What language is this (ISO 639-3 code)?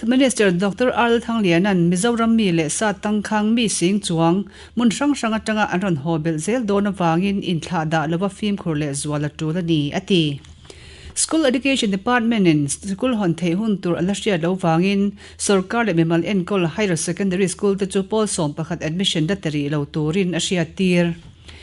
lus